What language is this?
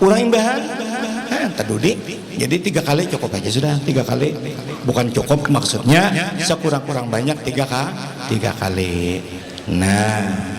Banjar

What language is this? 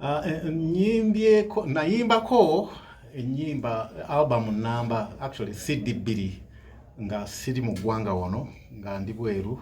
Ganda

